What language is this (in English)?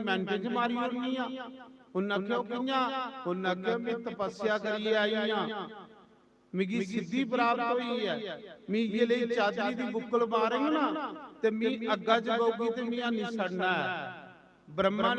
Dogri